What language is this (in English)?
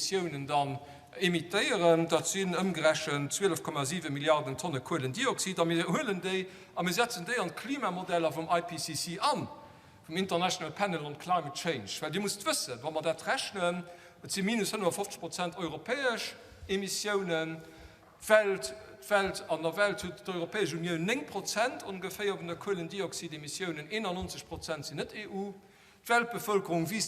Luxembourgish